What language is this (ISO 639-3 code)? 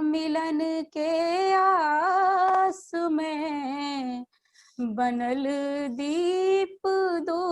mai